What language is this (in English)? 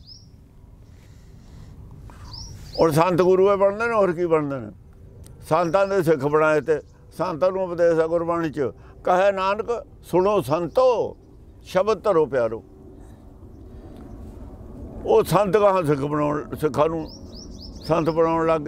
Punjabi